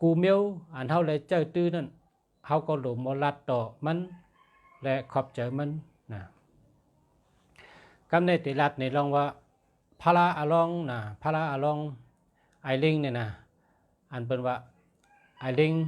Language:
Shan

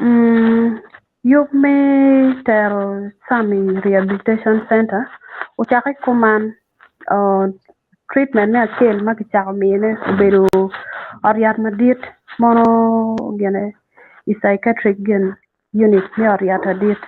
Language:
Acoli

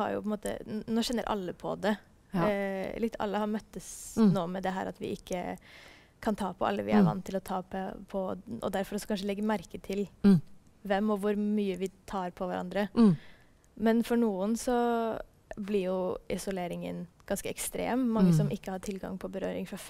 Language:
Norwegian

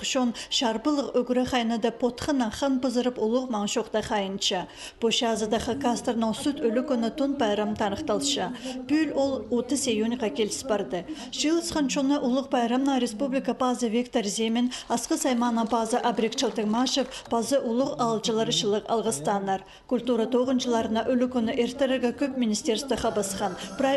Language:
Khakas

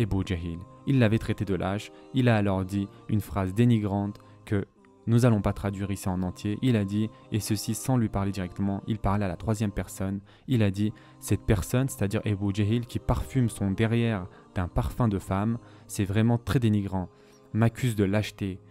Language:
French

